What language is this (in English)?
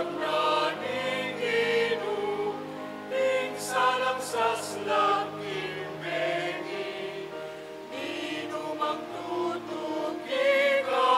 Pampanga